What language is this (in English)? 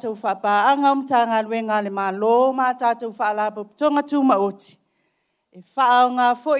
Samoan